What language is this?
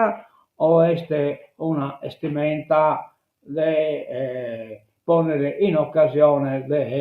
Sardinian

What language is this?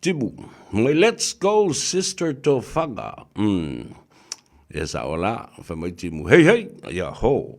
Samoan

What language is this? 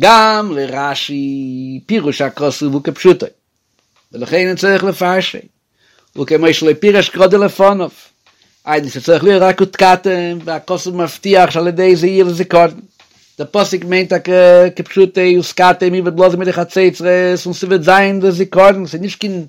Yiddish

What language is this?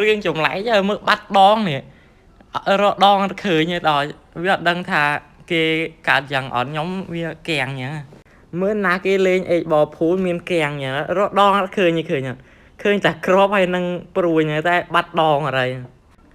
Khmer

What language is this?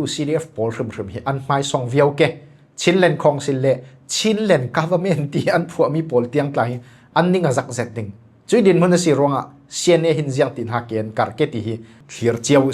Falam Chin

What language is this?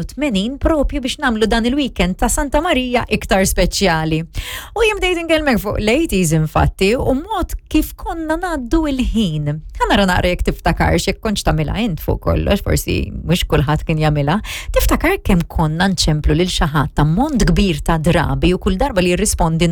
Maltese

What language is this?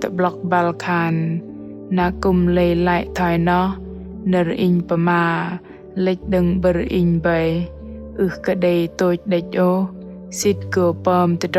Bahnar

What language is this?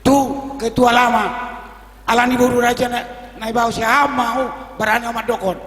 Batak Toba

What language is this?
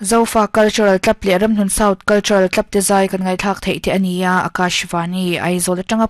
Mizo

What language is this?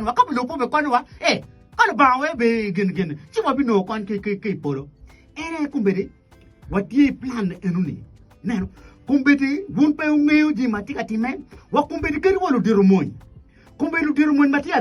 Acoli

